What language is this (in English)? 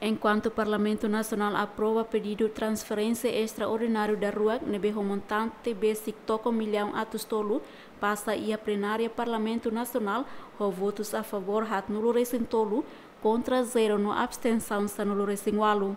Tetum